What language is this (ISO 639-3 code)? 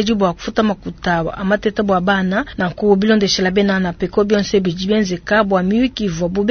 lua